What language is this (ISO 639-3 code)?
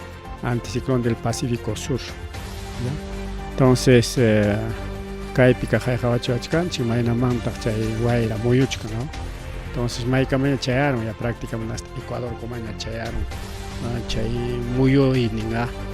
quy